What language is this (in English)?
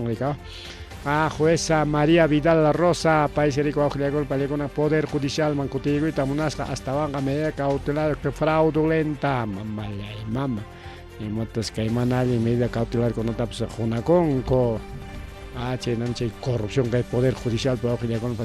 Ayacucho Quechua